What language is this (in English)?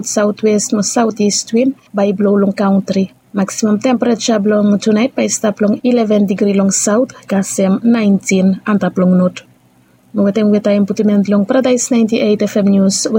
Bislama